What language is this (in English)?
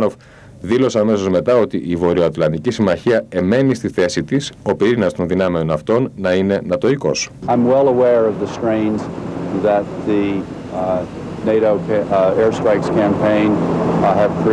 Greek